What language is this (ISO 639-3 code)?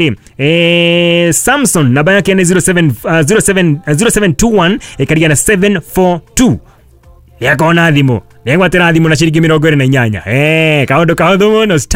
kik